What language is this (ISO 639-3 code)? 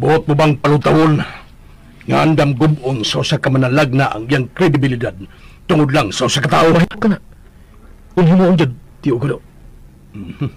ceb